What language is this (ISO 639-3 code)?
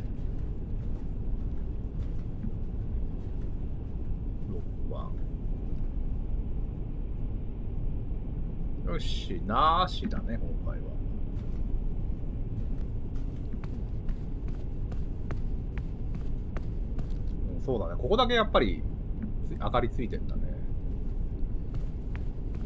jpn